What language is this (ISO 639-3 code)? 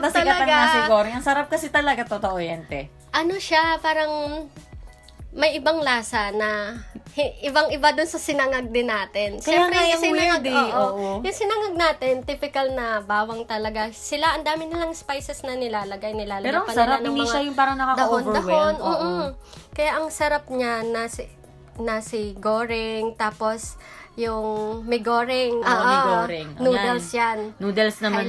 fil